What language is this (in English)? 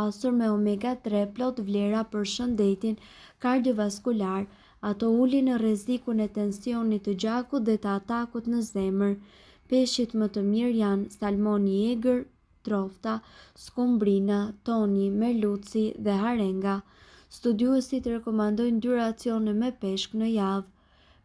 Albanian